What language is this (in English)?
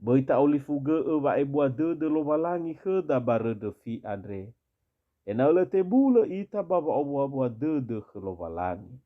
Nias